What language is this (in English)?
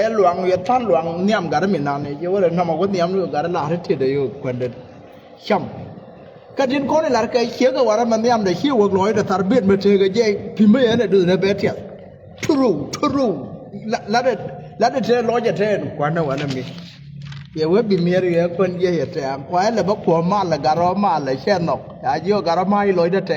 Nuer